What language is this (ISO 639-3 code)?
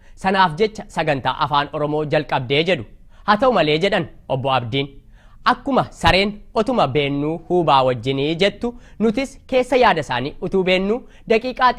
orm